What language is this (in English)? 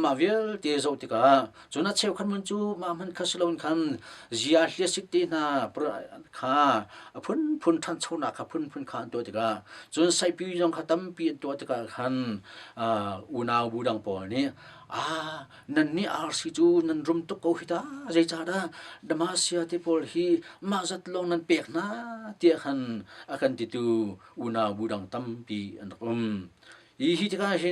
Hakha Chin